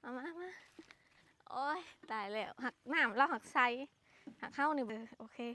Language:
Lao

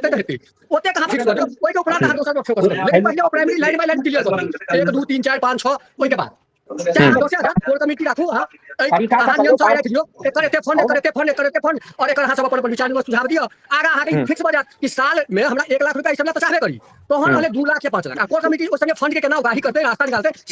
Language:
Maithili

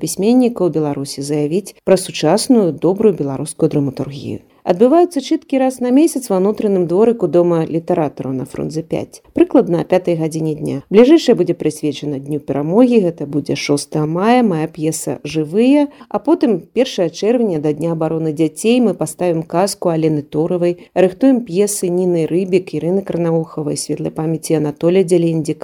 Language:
Belarusian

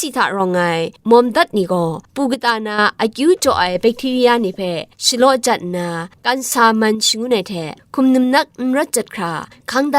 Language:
Kachin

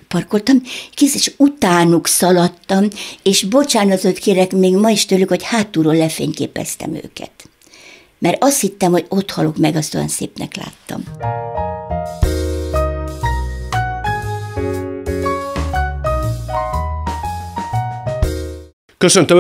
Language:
Hungarian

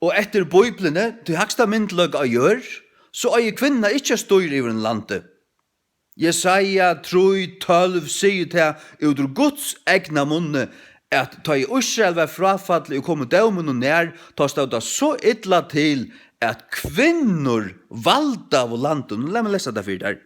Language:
Faroese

